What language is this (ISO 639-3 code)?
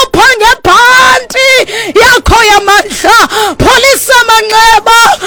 xho